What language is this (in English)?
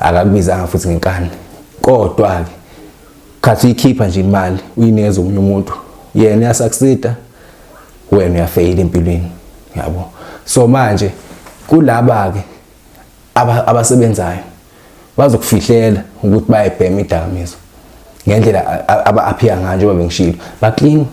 Zulu